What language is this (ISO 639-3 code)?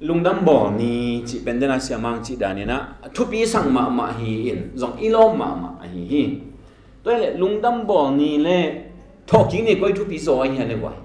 ctd